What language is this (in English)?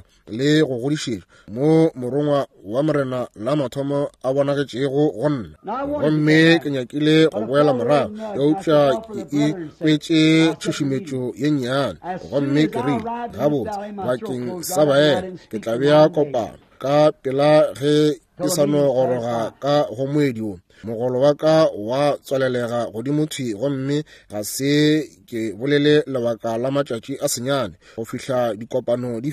Northern Sotho